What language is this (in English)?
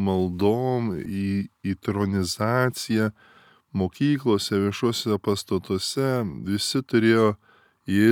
Lithuanian